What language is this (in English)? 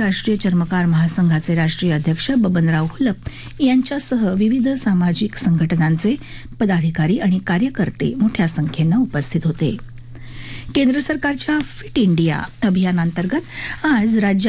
Marathi